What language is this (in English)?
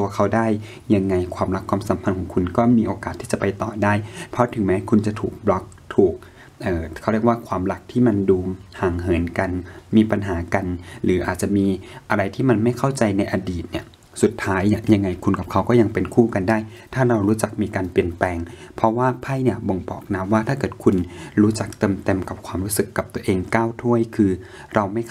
Thai